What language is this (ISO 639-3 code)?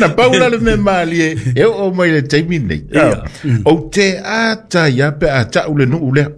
smo